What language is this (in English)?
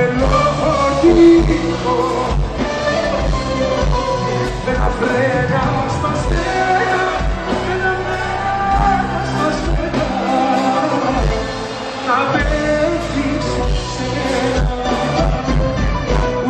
Greek